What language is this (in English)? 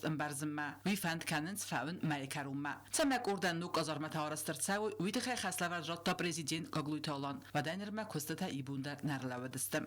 Ossetic